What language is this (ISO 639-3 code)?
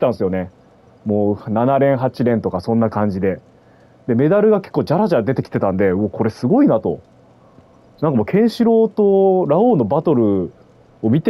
jpn